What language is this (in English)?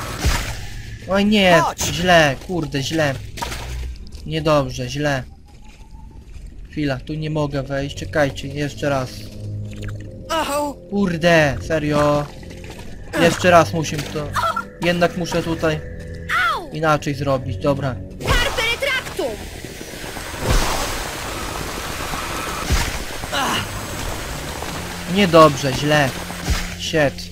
Polish